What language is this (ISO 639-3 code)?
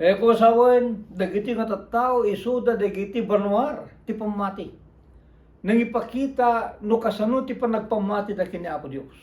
ilo